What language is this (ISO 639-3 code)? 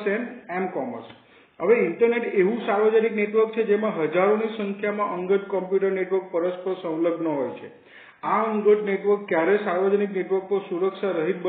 guj